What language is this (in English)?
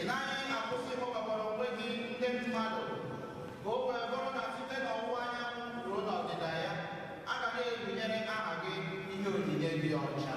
Igbo